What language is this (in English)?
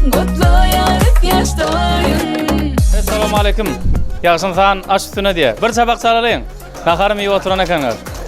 Turkmen